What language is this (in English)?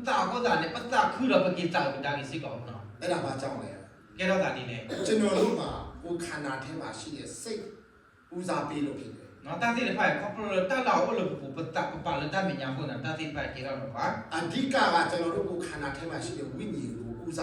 S'gaw Karen